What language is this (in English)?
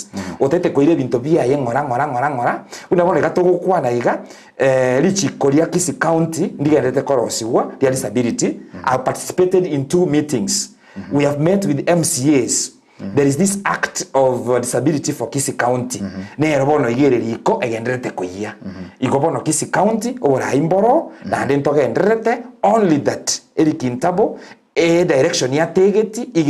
Gusii